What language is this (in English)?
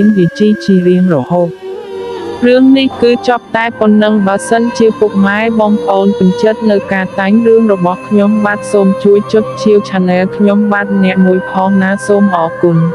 Khmer